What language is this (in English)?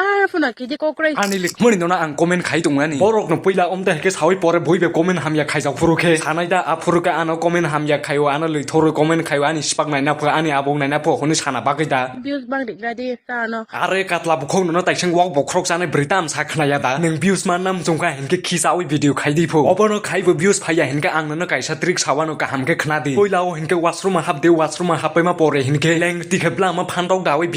Kok Borok